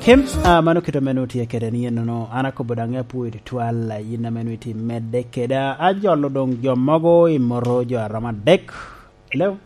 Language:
Lango (Uganda)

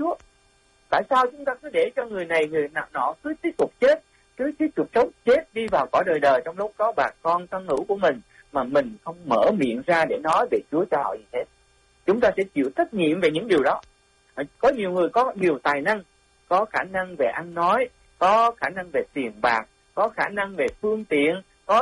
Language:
Vietnamese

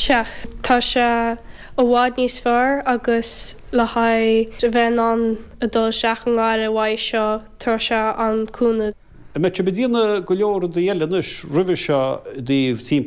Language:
Irish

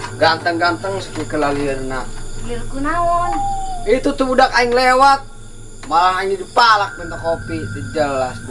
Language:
Sundanese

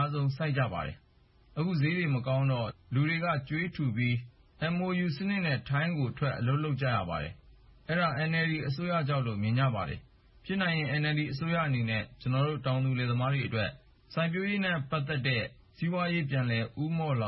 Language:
Burmese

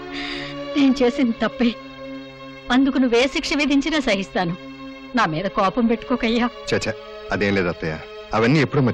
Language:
Telugu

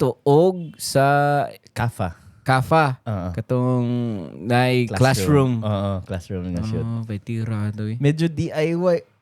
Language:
Cebuano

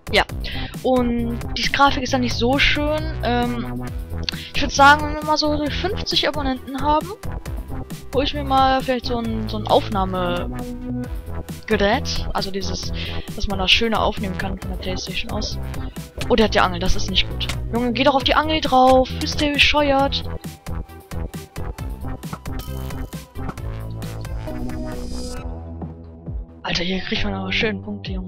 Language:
German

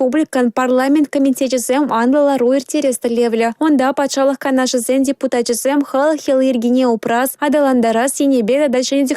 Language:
Chuvash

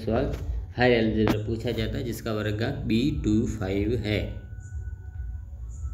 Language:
Hindi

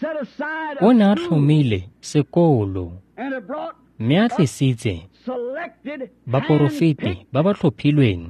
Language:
Tswana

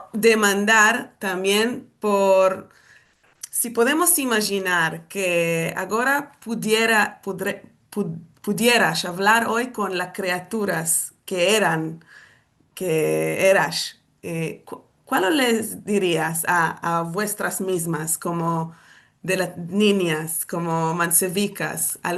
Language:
Ladino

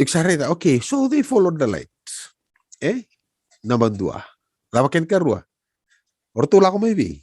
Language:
Fijian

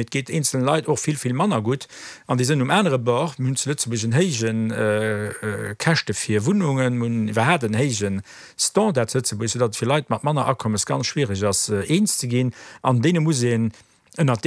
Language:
Luxembourgish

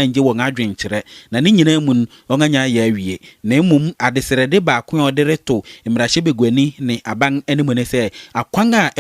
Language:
Akan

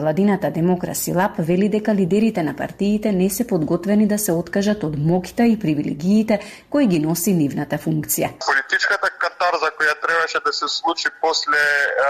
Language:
Macedonian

